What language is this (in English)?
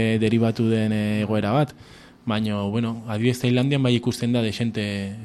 Basque